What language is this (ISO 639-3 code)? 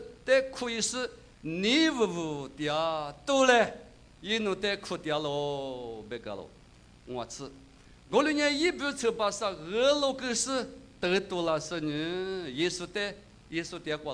lis